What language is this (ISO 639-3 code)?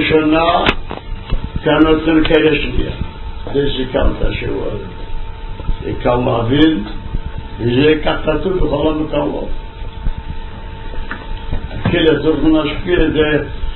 heb